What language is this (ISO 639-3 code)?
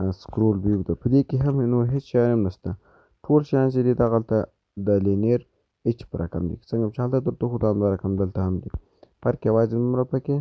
pus